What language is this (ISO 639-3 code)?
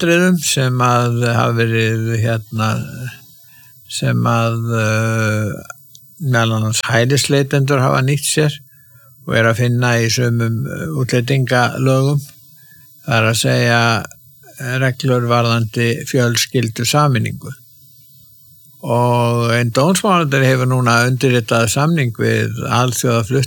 isl